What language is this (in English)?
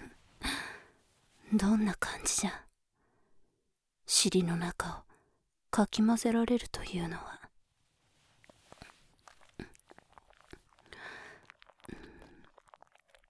Japanese